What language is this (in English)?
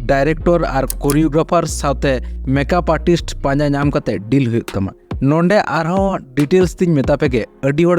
Santali